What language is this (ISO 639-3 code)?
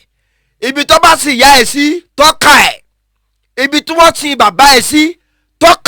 yor